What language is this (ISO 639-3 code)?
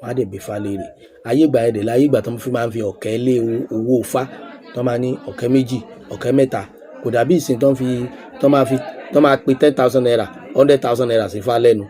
yor